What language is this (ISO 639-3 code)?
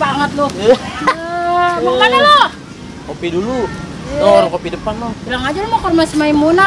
bew